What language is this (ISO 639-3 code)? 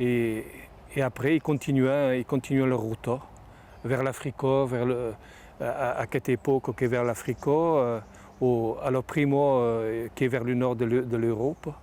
oci